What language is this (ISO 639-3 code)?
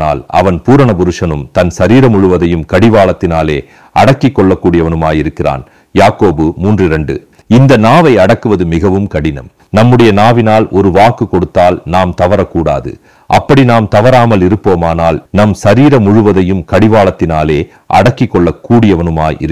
tam